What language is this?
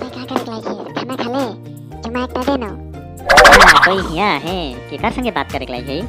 Sadri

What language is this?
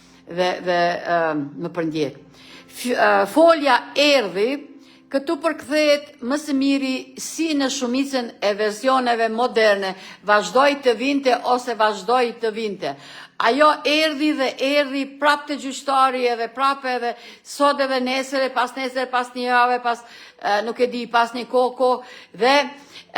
Albanian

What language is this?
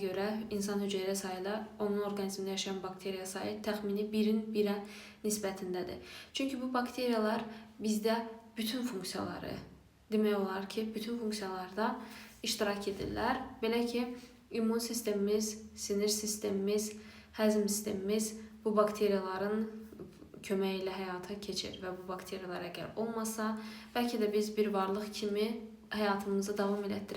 Azerbaijani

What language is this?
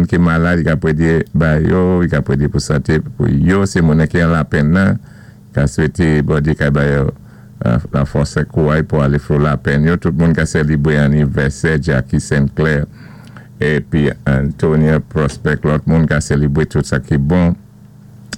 Saint Lucian Creole French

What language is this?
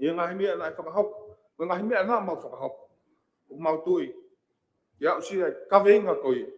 Tongan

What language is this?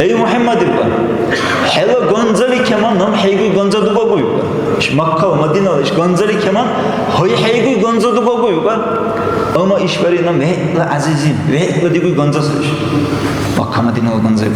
Dargwa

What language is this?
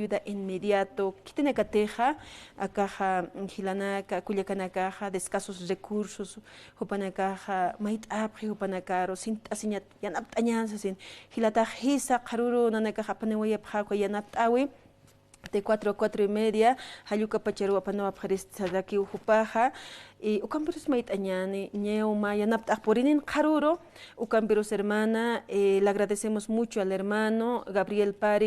Aymara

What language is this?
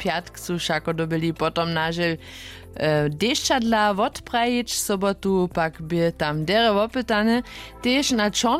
Upper Sorbian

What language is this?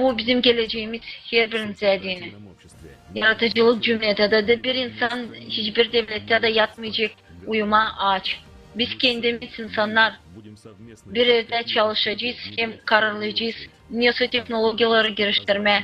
Gagauz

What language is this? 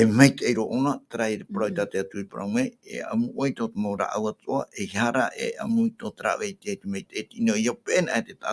Tahitian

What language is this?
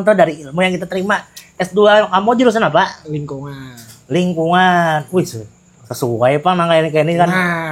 Banjar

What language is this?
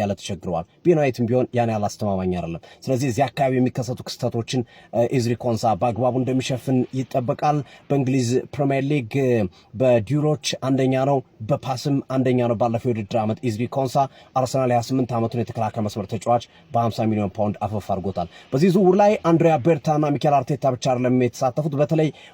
Amharic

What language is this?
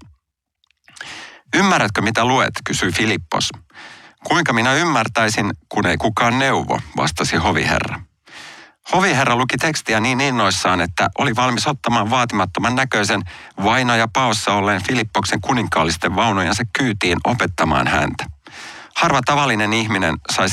Finnish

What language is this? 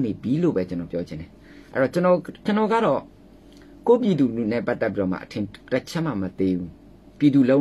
Burmese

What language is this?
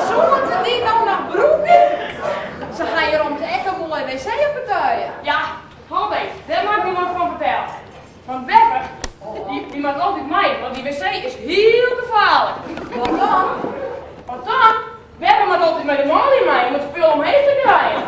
Western Frisian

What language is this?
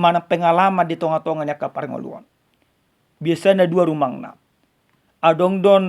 Batak Toba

